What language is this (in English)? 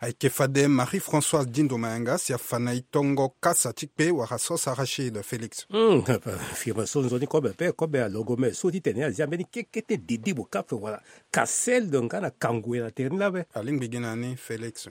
Sango